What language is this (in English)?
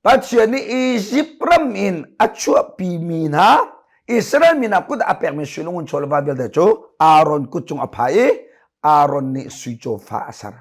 Hakha Chin